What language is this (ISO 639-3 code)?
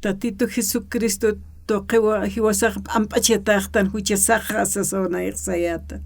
aym